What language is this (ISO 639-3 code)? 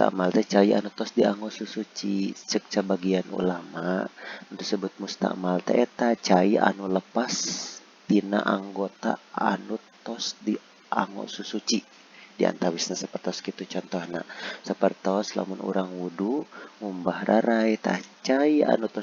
sun